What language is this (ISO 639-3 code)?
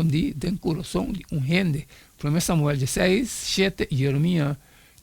pap